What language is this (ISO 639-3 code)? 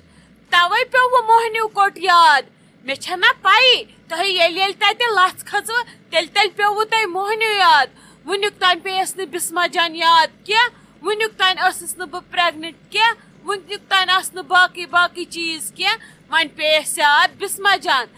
kas